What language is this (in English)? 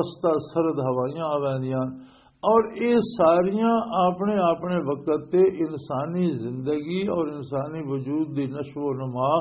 Western Panjabi